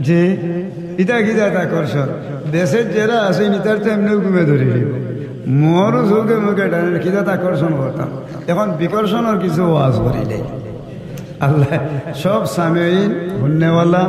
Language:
Sylheti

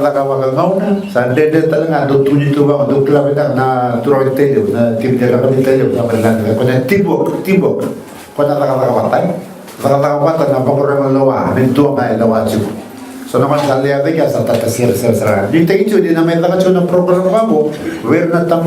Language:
Fijian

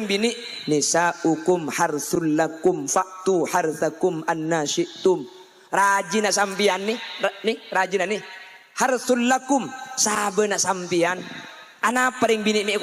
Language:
Madurese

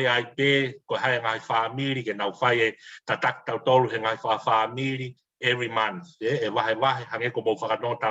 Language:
Tongan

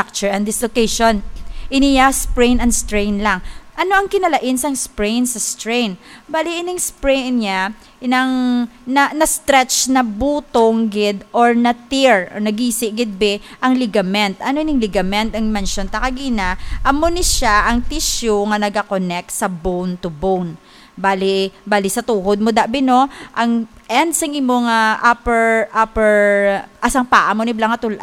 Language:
Hiligaynon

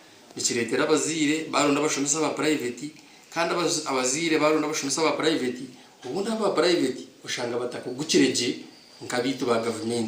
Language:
Nyankole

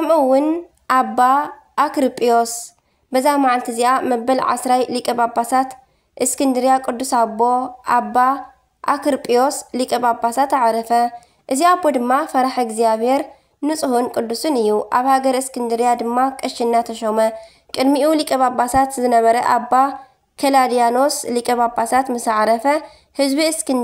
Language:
Tigrinya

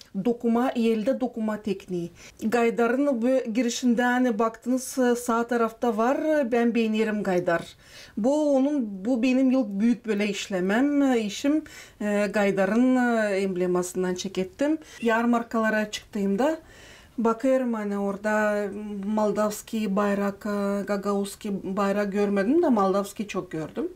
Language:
Gagauz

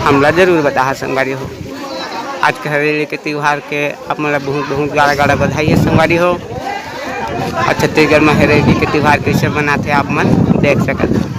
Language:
Chhattisgarhi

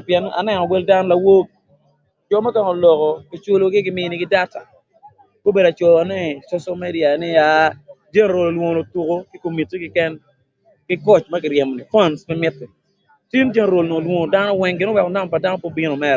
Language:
Acoli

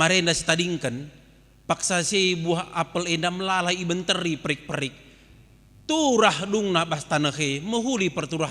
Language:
Batak Karo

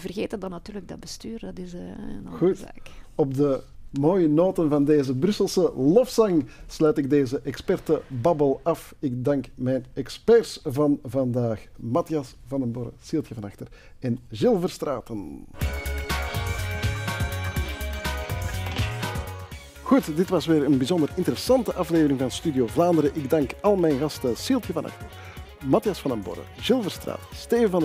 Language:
Dutch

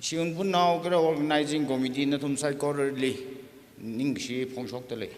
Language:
Tangkhul Naga (India)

